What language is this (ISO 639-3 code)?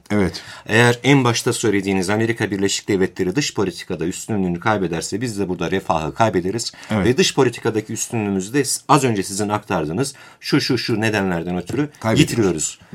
tur